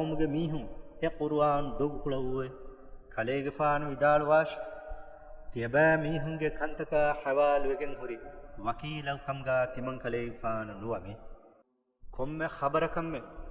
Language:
Divehi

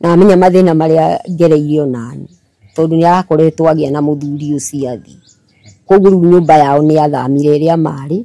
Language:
Kikuyu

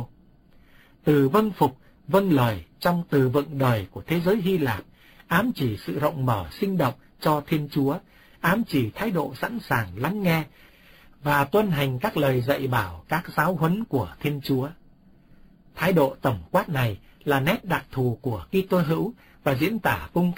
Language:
Vietnamese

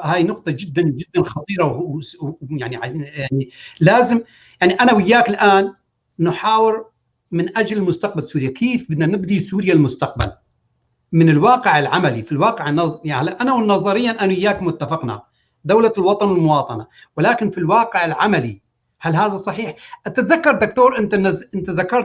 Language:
North Levantine Arabic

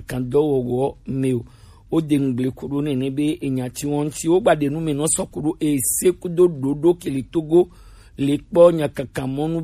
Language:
Gen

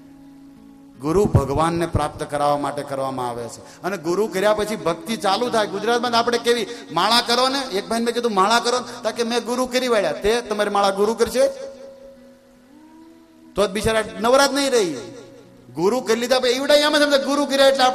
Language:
Gujarati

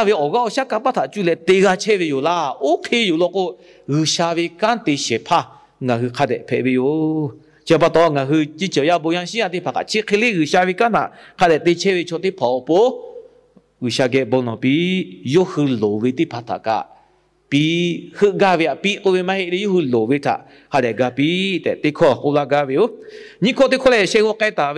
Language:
Lahu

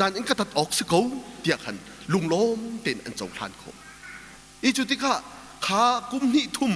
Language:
Hakha Chin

